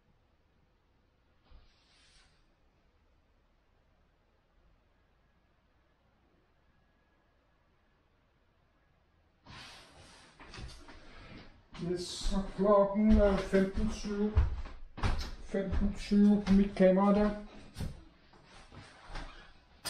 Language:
Danish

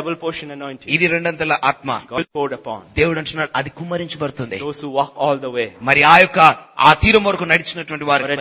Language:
Telugu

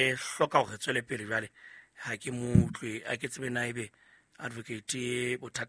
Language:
Southern Sotho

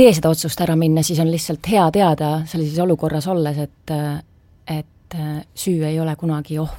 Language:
Estonian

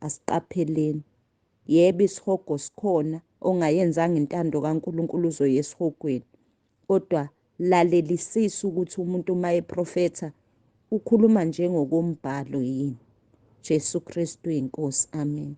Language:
Zulu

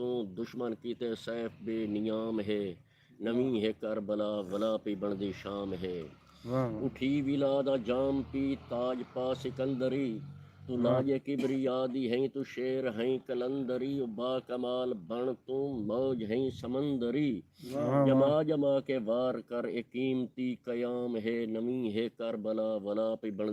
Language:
Saraiki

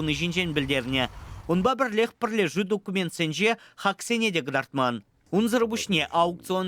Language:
Chuvash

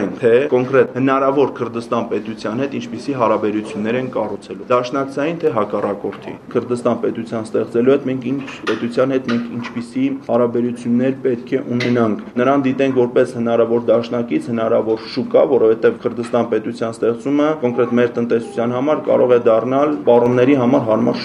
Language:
Armenian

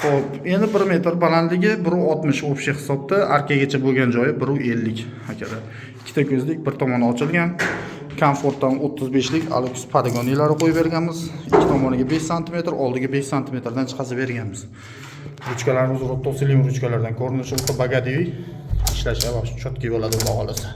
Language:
Uzbek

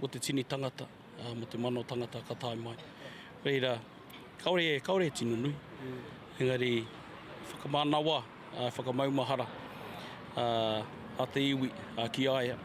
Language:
Māori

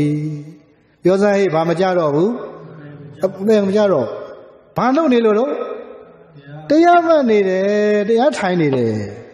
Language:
Burmese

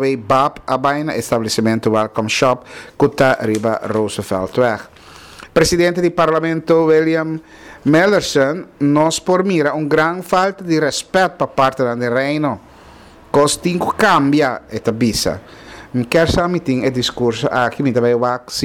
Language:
Papiamento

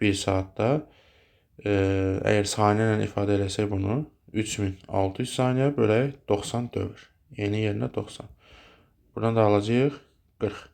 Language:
Azerbaijani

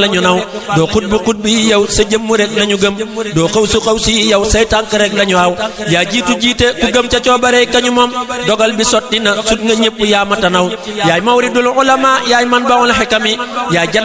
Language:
Wolof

